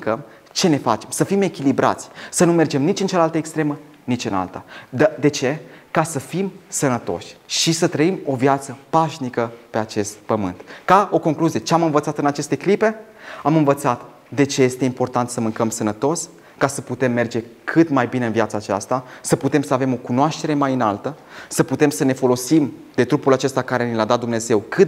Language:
Romanian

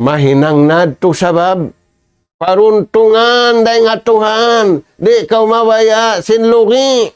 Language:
Tausug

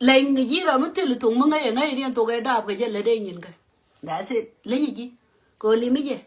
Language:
Nuer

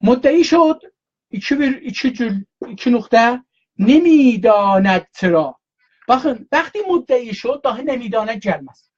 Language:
South Azerbaijani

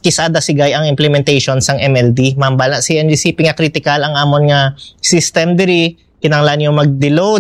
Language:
Hiligaynon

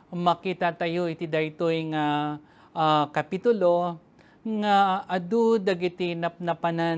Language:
Iloko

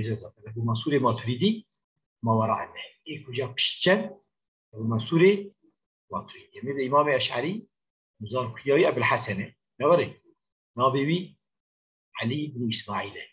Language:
Kurdish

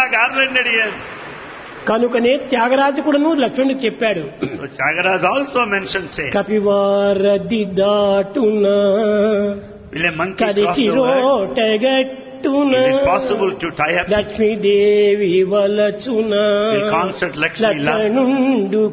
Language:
Telugu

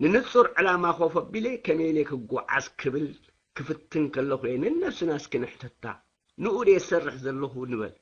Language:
Tigrinya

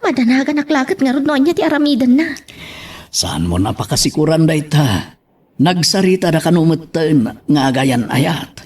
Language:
Iloko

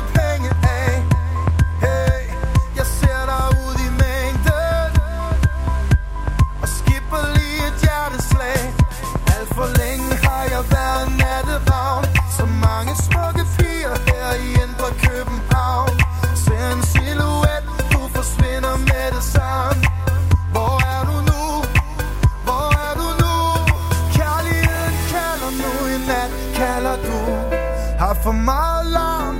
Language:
Danish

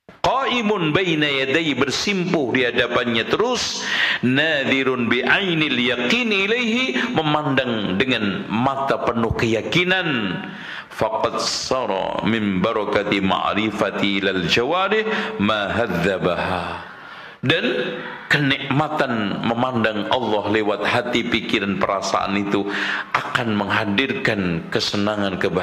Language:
Indonesian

